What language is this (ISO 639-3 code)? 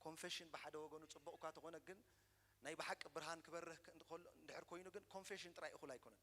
tir